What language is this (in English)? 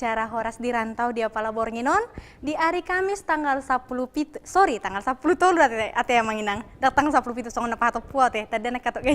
Batak Toba